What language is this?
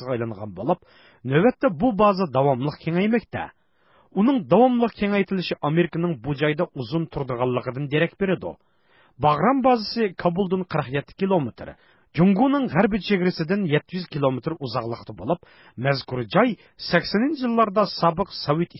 Uyghur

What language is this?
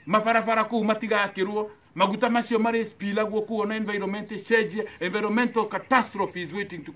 Kikuyu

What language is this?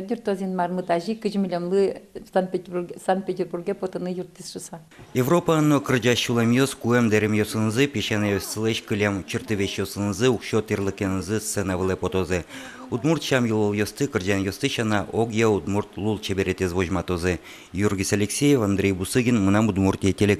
Udmurt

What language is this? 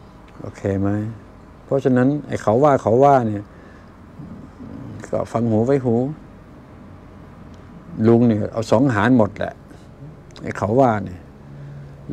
Thai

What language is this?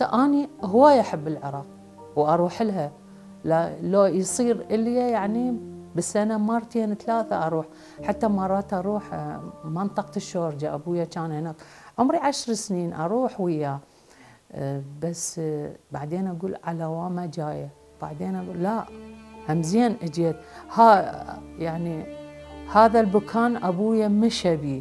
Mesopotamian Arabic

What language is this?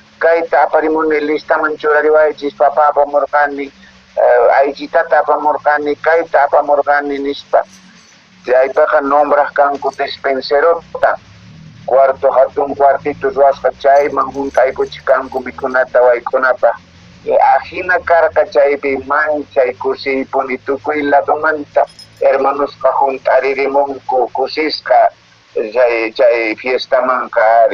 Quechua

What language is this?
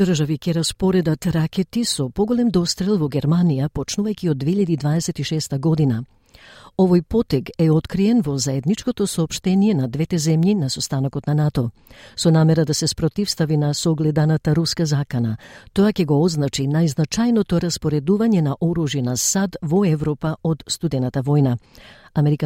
Macedonian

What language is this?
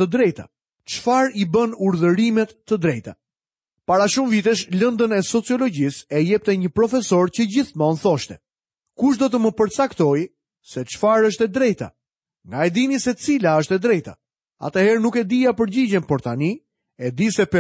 Albanian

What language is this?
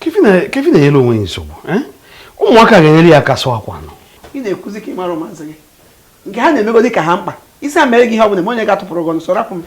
Igbo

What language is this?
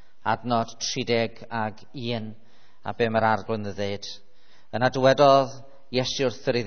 Welsh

